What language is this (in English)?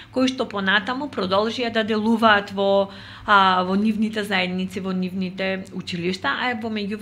Macedonian